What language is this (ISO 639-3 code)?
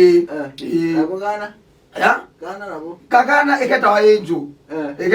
kam